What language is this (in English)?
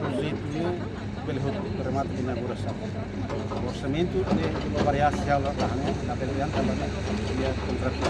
Tetum